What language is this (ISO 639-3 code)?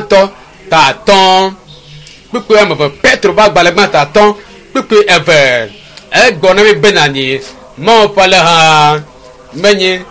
ewe